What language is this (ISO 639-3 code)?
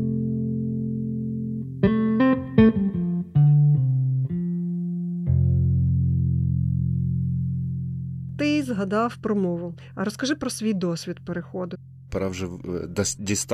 ukr